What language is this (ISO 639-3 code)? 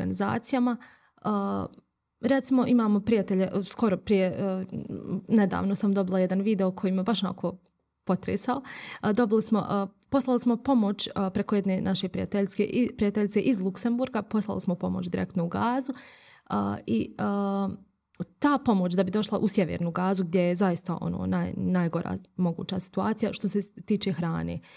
bos